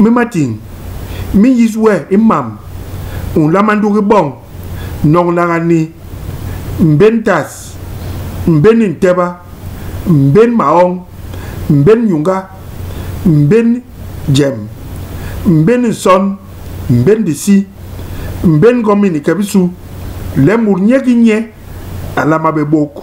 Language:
Basaa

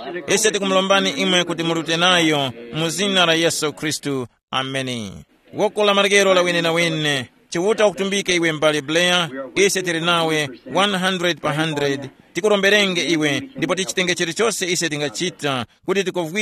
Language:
Tumbuka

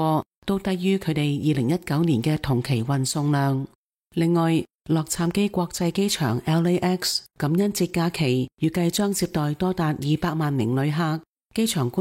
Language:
Cantonese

